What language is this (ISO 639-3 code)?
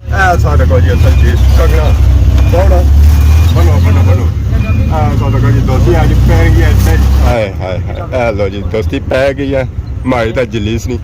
phr